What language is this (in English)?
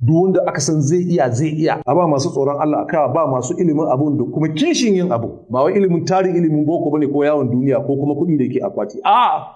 Hausa